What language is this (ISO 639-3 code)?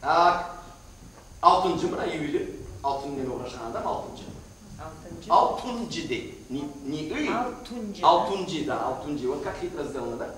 crh